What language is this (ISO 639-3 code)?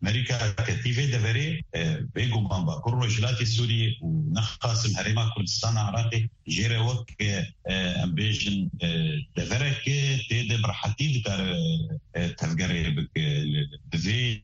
kur